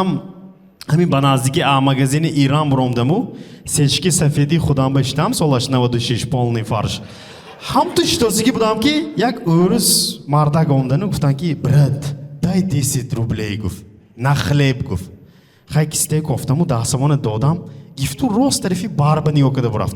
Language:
Tajik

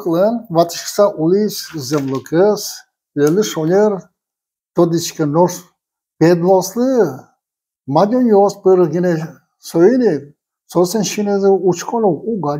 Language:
Udmurt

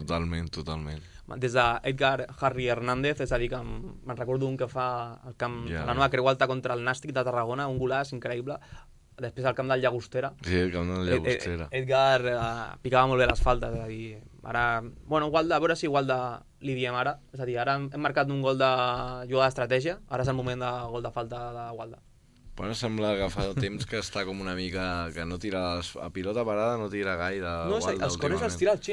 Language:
Catalan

